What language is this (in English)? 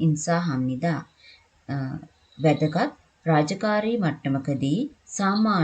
Sinhala